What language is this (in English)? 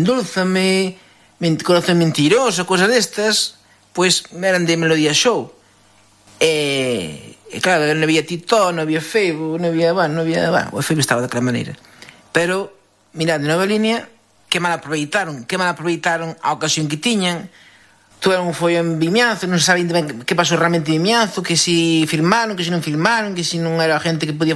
Galician